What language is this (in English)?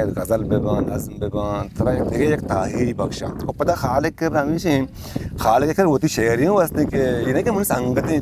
Eastern Balochi